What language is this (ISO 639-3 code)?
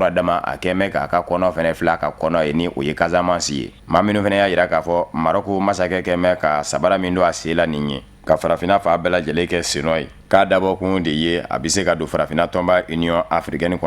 bam